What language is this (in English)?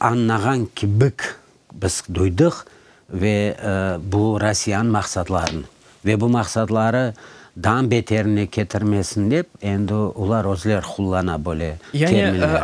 Crimean Tatar